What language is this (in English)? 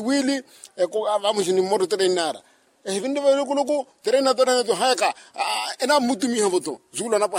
Makhuwa